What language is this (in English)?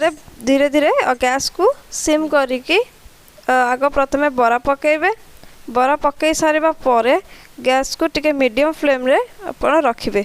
Odia